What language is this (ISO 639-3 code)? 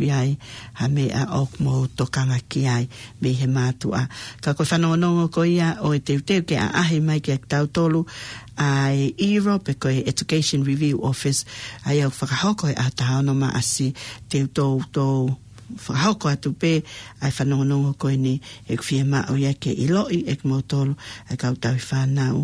ton